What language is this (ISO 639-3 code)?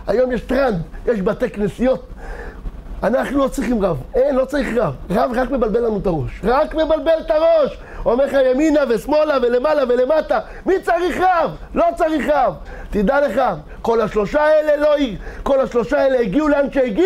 heb